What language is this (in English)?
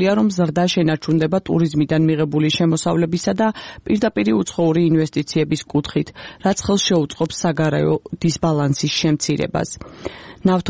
Georgian